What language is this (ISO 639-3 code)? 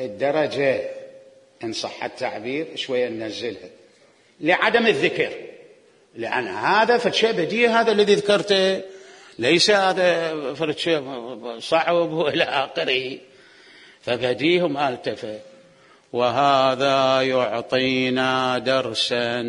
acm